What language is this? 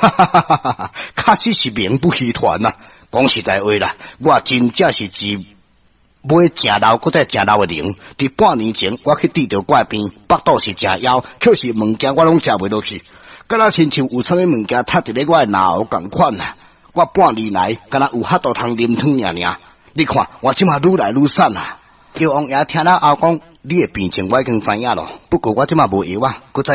Min Nan Chinese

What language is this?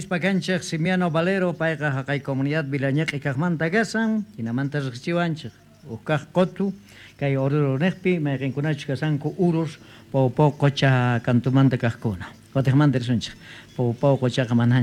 South Bolivian Quechua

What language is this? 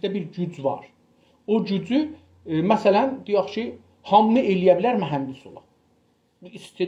South Azerbaijani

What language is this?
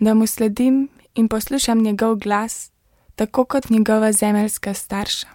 Slovenian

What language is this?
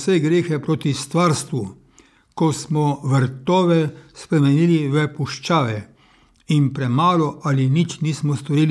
Slovenian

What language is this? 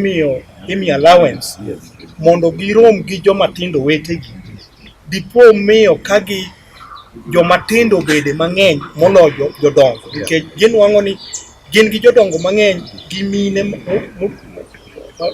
Luo (Kenya and Tanzania)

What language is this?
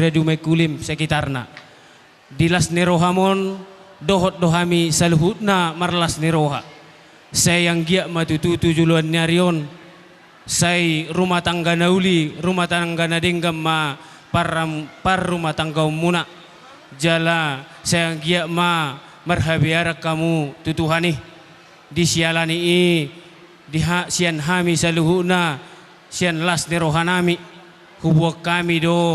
Batak Toba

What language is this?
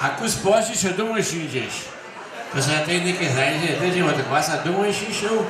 Upper Sorbian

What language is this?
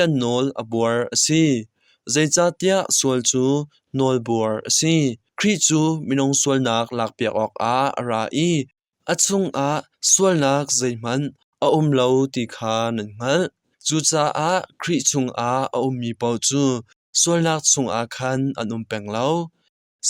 Hakha Chin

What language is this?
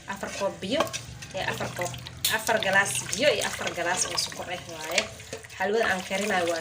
Somali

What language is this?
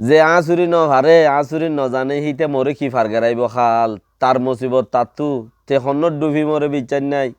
Rohingya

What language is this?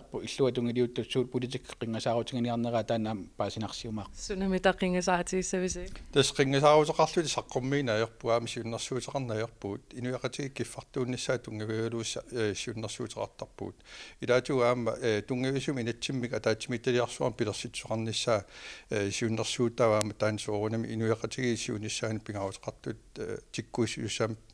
Kalaallisut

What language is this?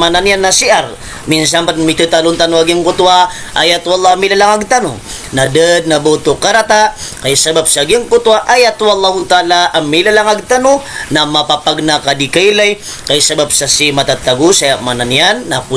Maranao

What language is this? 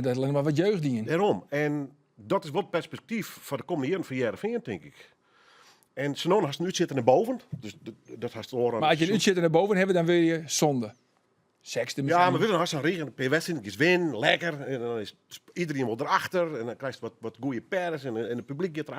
Western Frisian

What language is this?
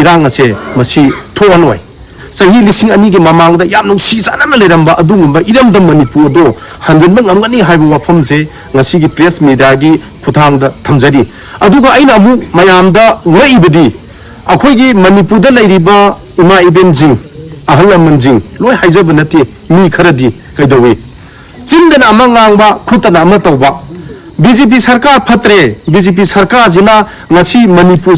Manipuri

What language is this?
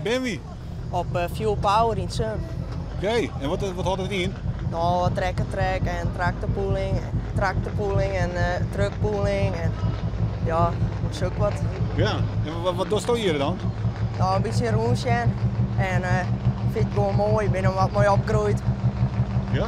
Western Frisian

